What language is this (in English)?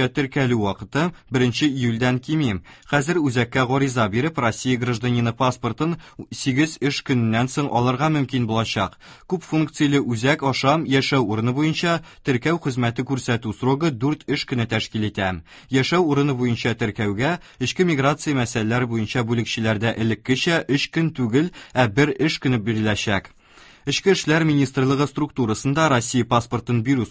Tatar